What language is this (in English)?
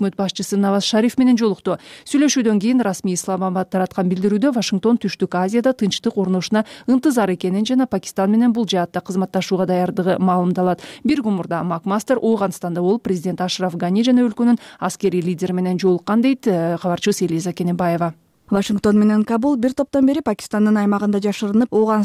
Kyrgyz